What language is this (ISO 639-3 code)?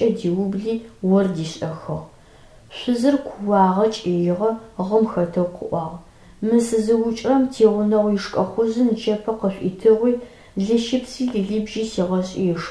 ady